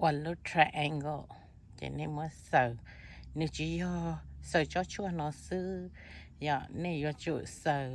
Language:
Hmong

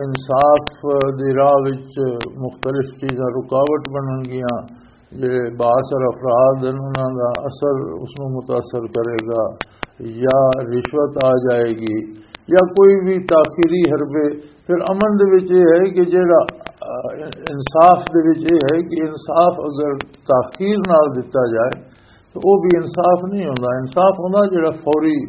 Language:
Western Panjabi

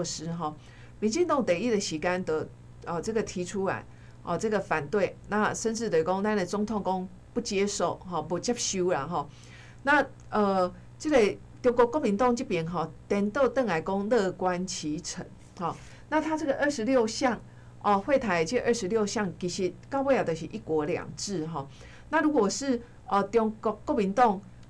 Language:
Min Nan Chinese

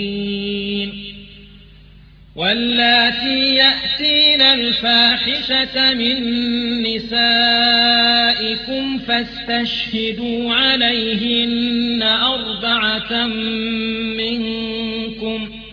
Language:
Arabic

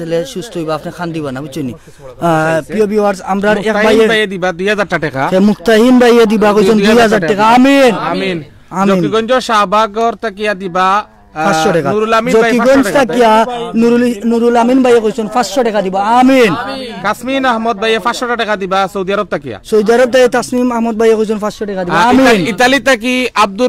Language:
Sylheti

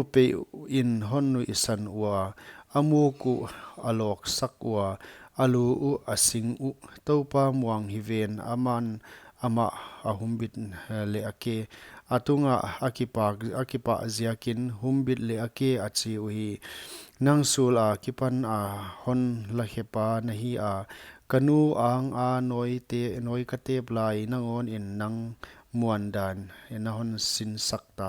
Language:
Paite Chin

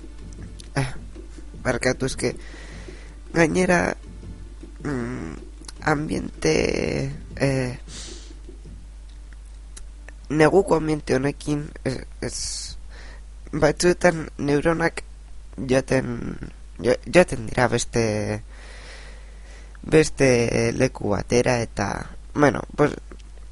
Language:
Basque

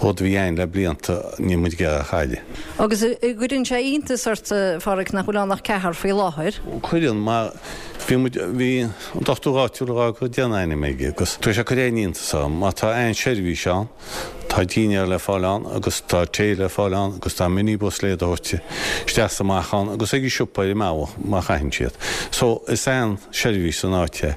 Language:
Irish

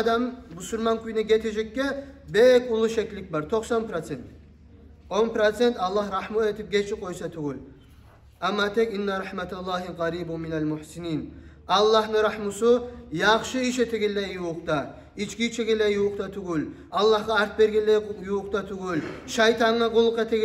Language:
Kumyk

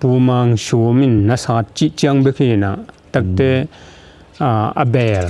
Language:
Tedim Chin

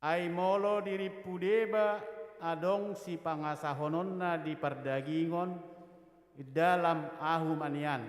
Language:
Batak Toba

